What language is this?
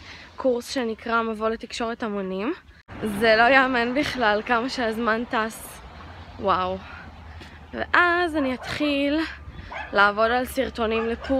Hebrew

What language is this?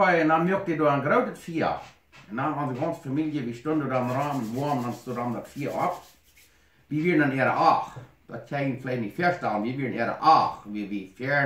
Plautdietsch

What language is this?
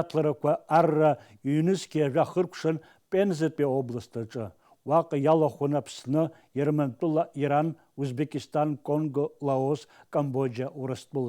Abkhazian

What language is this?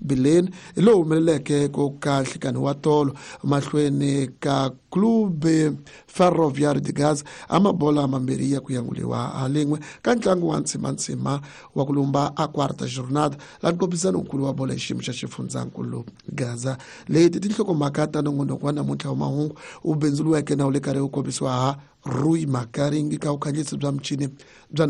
Tsonga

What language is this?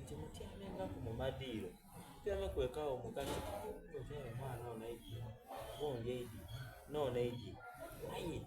Soga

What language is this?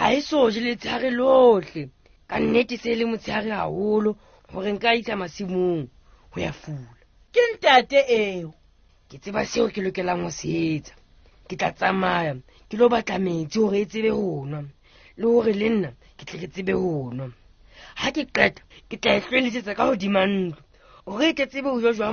Southern Sotho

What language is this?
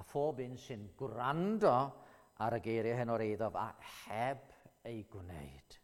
Welsh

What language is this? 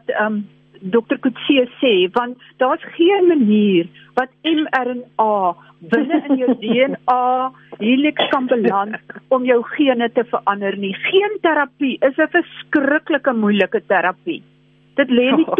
Afrikaans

